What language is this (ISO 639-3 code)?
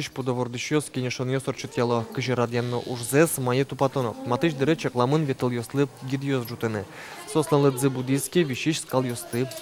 udm